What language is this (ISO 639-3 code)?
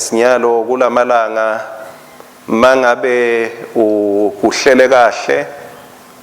ssw